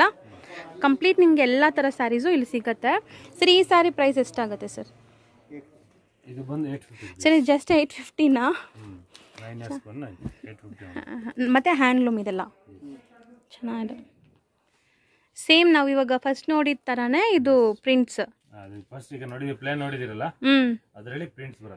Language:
Kannada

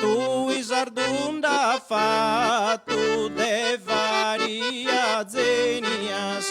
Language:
Sardinian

